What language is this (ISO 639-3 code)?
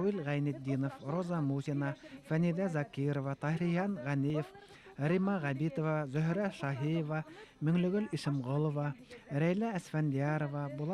bak